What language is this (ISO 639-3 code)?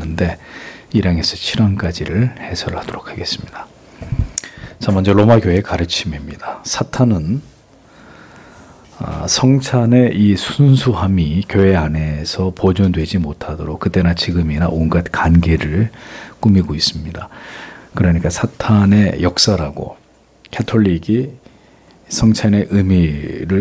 kor